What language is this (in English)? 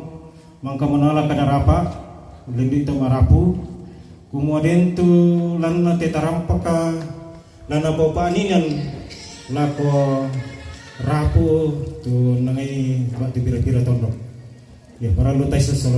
Toraja-Sa'dan